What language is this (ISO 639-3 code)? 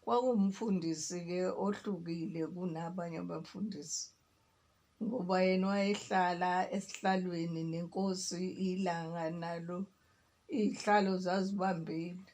zul